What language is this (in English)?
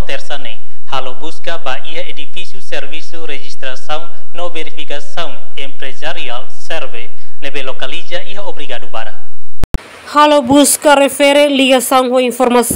Tetum